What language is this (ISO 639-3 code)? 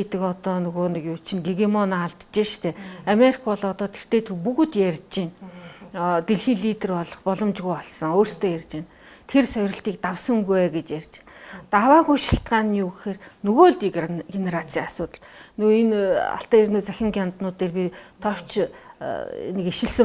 mon